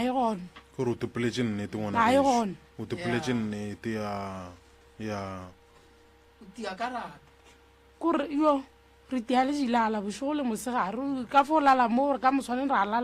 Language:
Northern Sotho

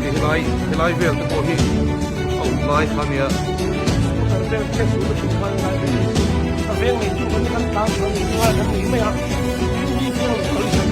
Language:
Mizo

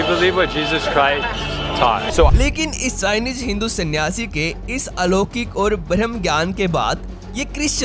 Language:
Hindi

